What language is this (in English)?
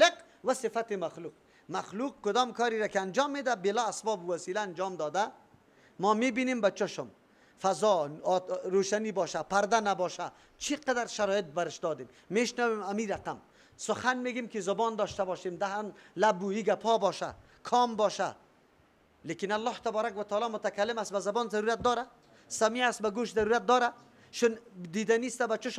Persian